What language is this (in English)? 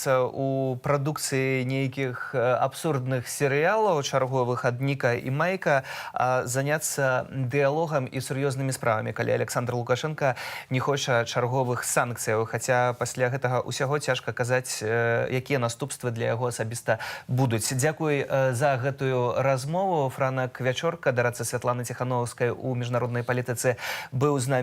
Belarusian